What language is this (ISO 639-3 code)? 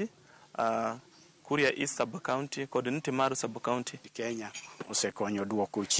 luo